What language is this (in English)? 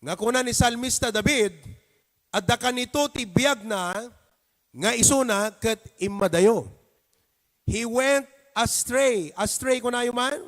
Iloko